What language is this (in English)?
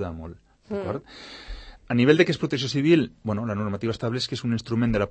Catalan